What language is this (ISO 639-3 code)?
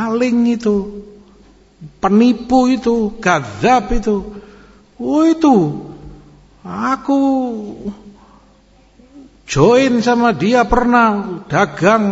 ind